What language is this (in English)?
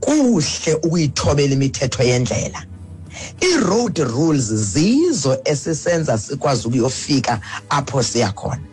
Xhosa